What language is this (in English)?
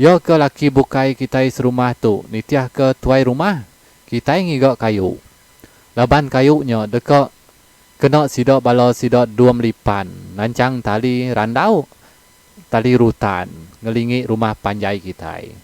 Iban